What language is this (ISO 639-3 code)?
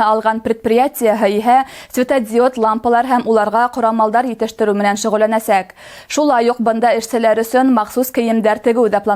bak